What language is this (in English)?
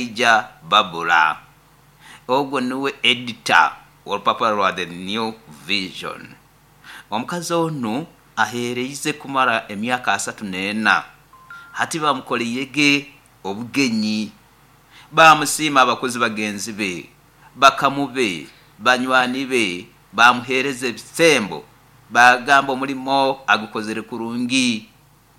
Nyoro